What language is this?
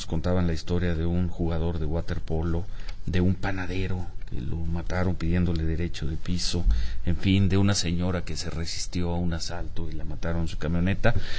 Spanish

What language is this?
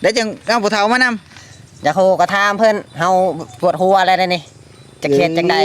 Lao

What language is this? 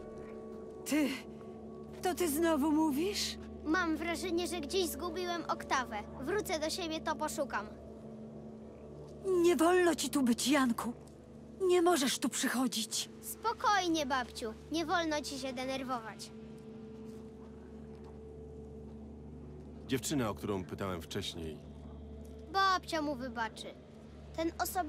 Polish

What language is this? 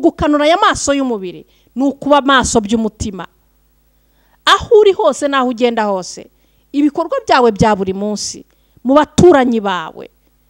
Kinyarwanda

